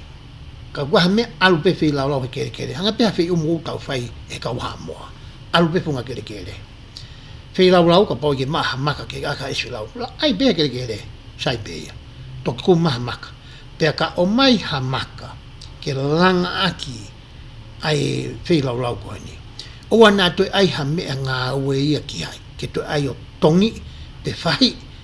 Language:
Tongan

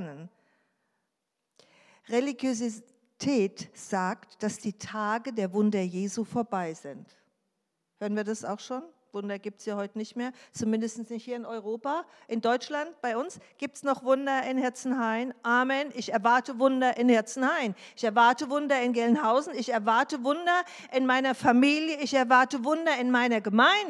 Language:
German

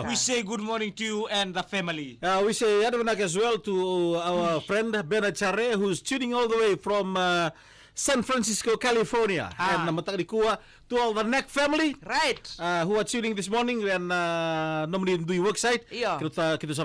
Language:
Fijian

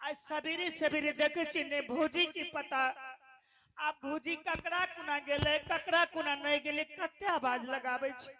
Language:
Angika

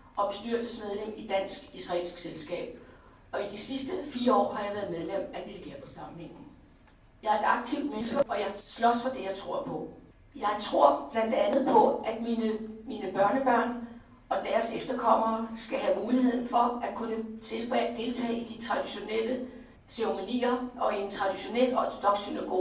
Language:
Danish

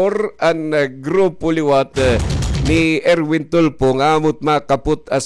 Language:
Waray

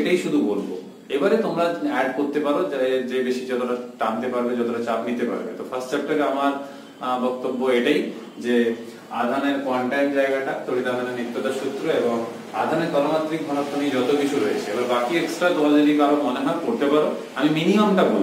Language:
Bangla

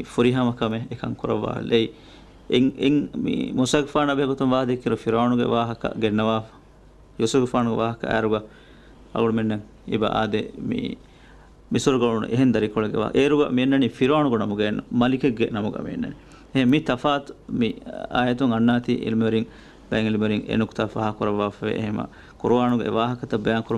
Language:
Divehi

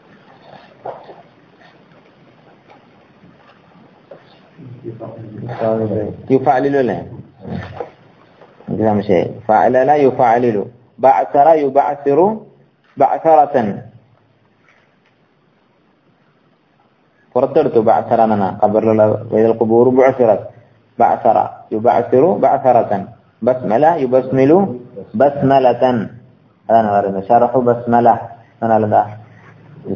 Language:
Malayalam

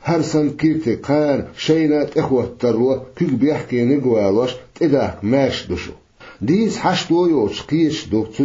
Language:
Chechen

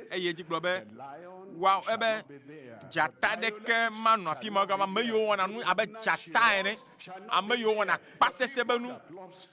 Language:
Ewe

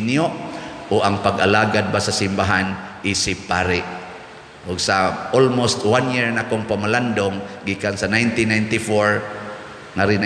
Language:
Cebuano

